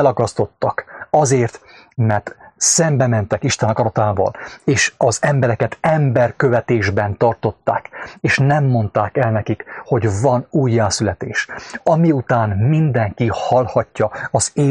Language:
Hungarian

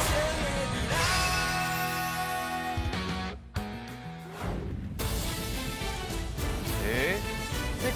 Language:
Min Nan Chinese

